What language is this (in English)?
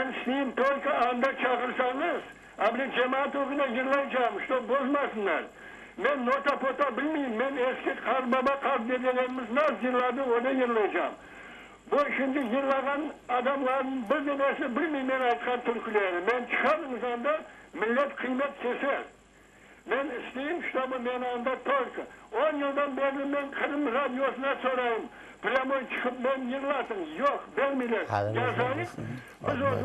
Crimean Tatar